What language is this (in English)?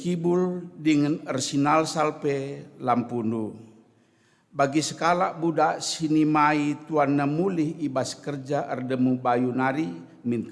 Batak Karo